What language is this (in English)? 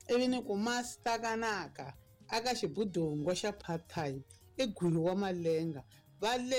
Tsonga